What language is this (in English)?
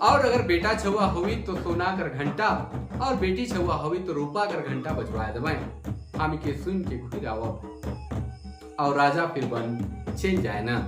Sadri